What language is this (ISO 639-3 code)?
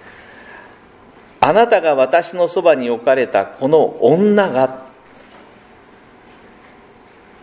jpn